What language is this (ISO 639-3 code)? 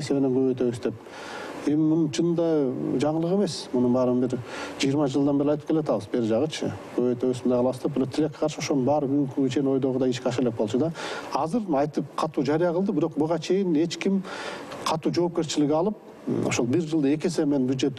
kir